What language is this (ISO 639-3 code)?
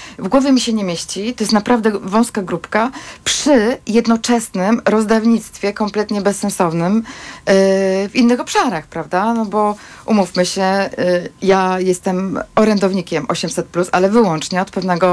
pol